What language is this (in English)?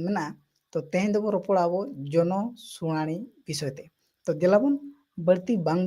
Santali